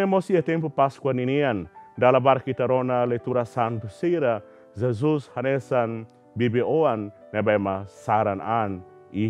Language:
Tetum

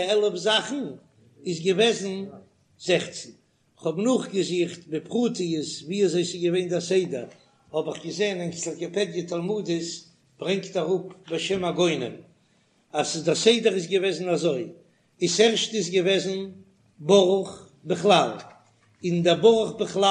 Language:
Yiddish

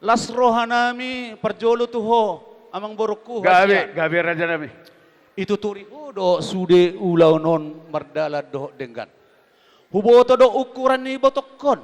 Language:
Batak Toba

